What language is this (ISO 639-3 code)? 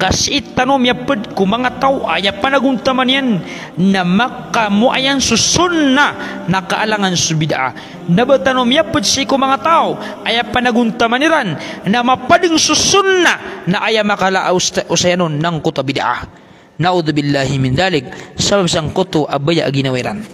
mrw